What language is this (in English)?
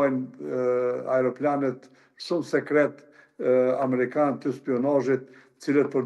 Albanian